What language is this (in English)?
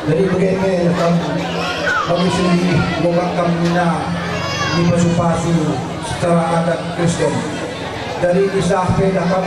Batak Karo